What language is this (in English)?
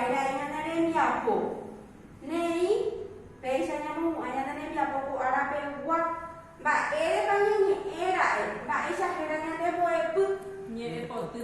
Guarani